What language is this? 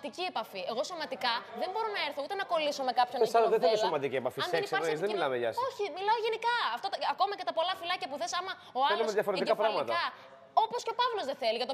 Greek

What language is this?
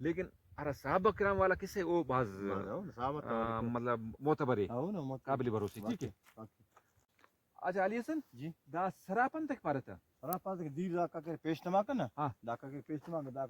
Brahui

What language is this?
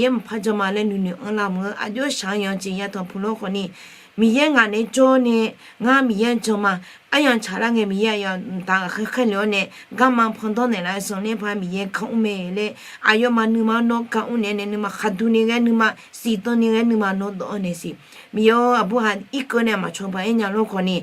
Akha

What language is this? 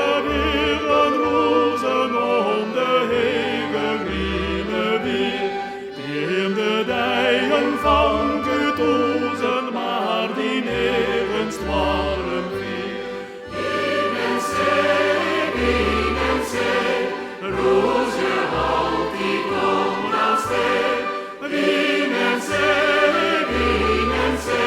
Western Frisian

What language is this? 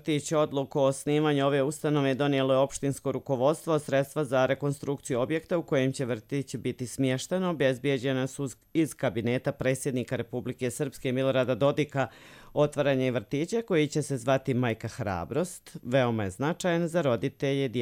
Bosnian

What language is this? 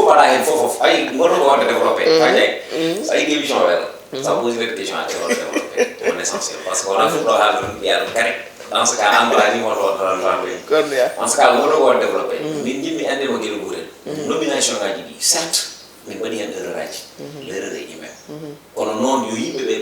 Fula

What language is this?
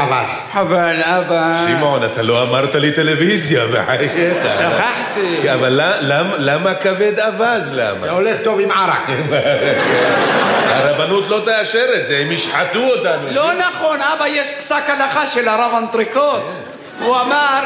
Hebrew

